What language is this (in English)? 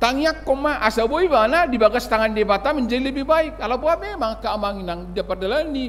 Batak Toba